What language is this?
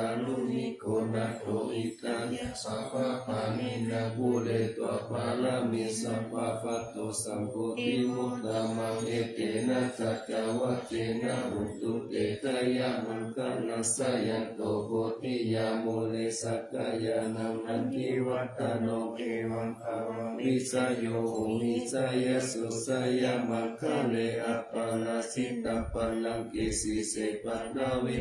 Pali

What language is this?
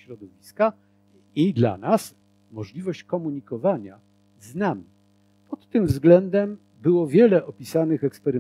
Polish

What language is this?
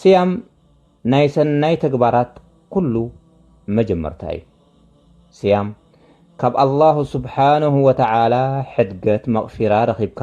Tigrinya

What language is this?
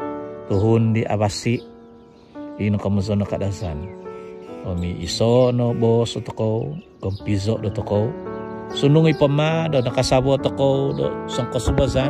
Central Dusun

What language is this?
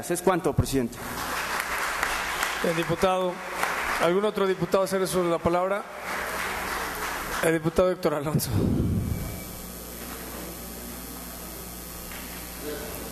Spanish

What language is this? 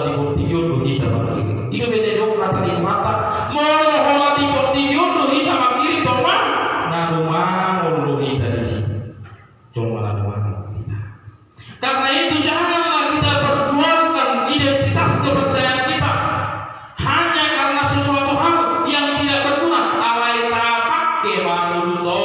Batak Toba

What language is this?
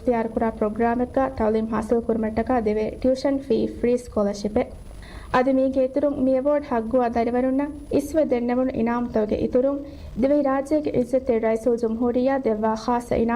Divehi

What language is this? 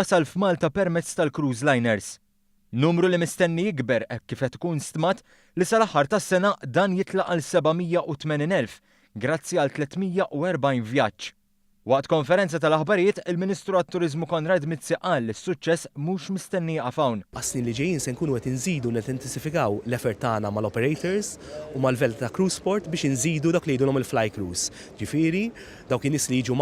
Maltese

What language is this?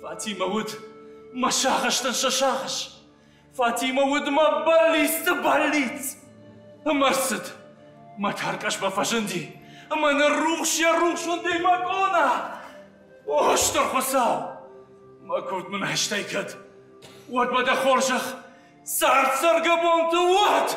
Ossetic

